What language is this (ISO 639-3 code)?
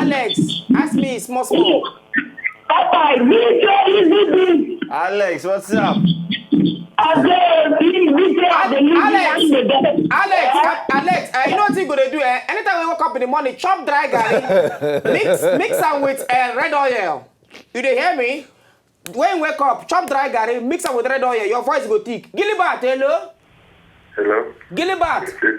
pcm